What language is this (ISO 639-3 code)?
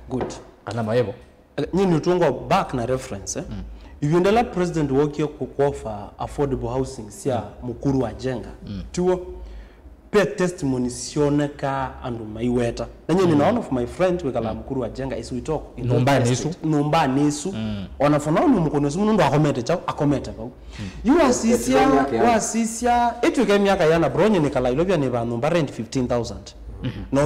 kam